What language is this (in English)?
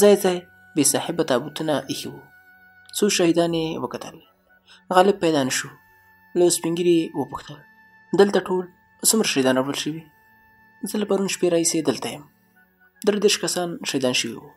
Pashto